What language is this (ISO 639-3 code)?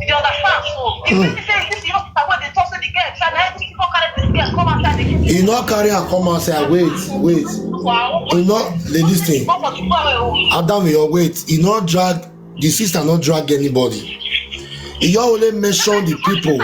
pcm